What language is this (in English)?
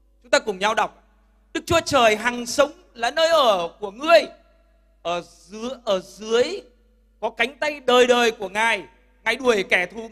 Vietnamese